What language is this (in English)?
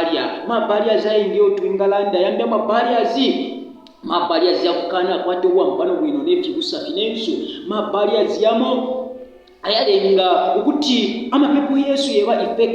Bemba